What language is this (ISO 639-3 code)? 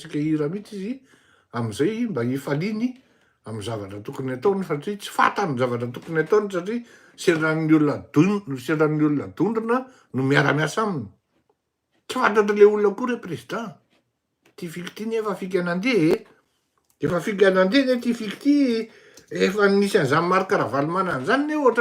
mlg